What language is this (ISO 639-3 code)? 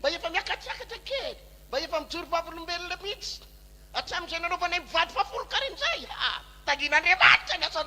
mlg